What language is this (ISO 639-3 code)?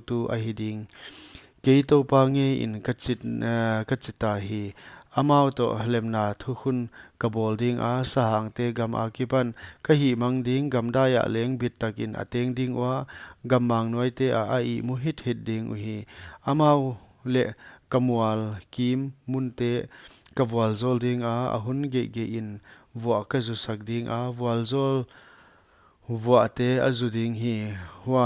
pck